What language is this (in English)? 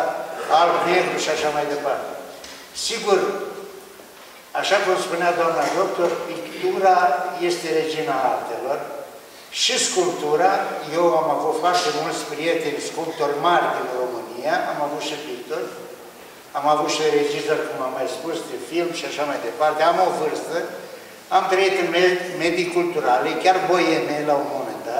Romanian